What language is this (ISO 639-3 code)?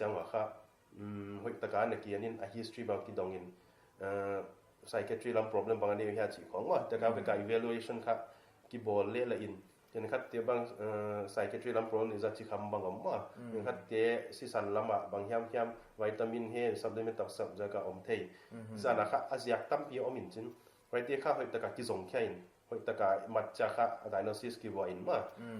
pck